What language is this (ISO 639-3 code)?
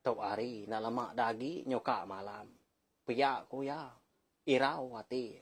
iba